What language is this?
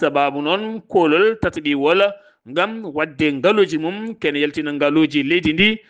Fula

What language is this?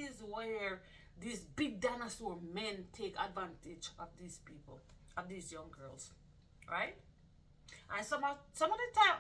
Jamaican Creole English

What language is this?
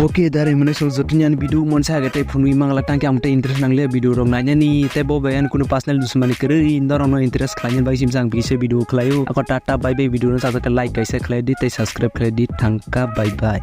Kok Borok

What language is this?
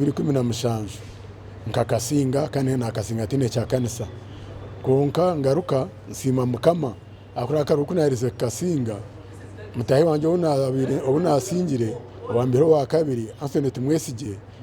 Nyankole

